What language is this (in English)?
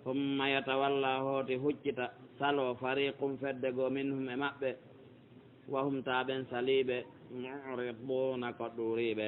Pular